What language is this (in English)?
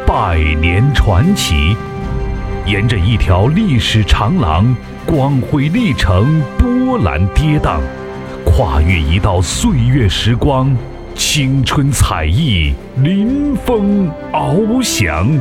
Chinese